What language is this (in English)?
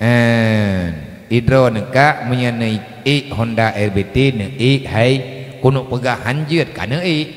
Achinese